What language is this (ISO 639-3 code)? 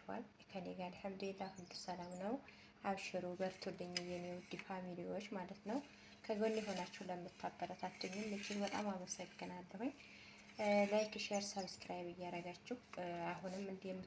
amh